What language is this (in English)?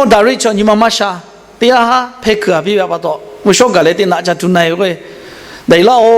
Lahu